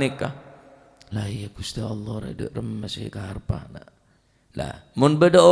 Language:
Madurese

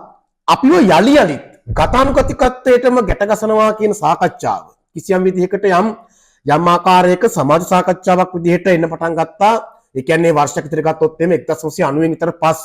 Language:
Sinhala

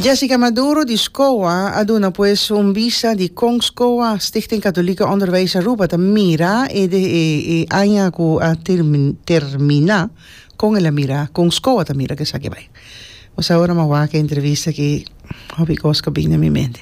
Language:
Papiamento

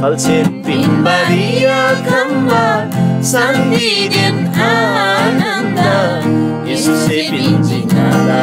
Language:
Eastern Tamang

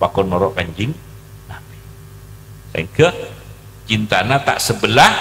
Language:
Madurese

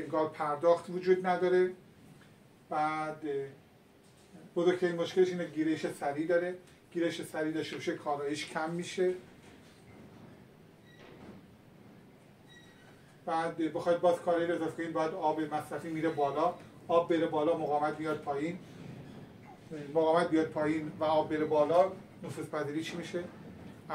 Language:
Persian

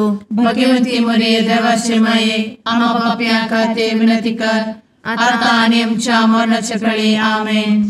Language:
Konkani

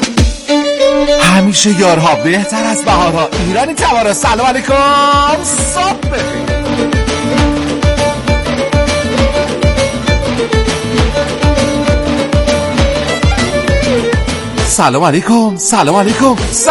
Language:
Persian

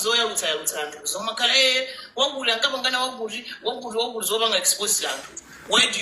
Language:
Nyanja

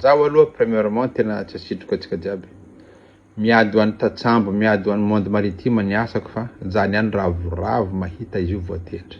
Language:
Malagasy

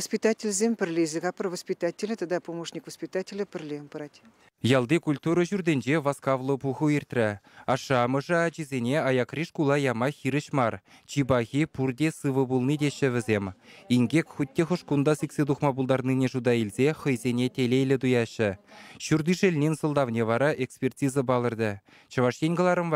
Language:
Chuvash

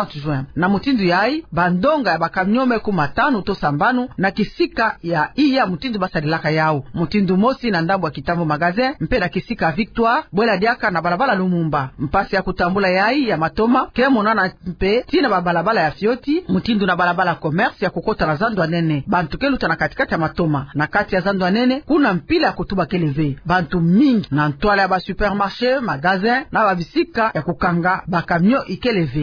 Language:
Kituba (Democratic Republic of Congo)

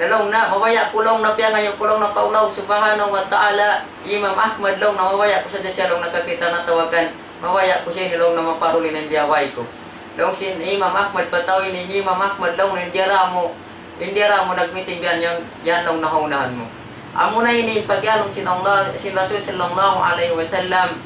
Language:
Tausug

